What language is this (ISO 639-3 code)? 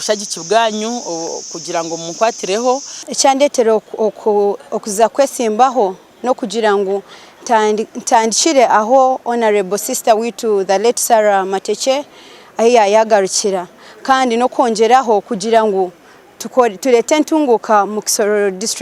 nyn